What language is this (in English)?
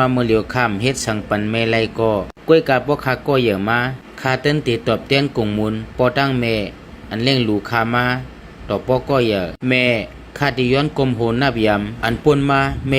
Shan